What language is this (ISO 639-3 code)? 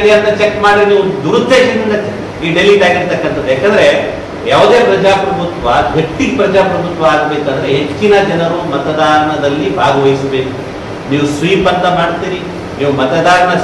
kan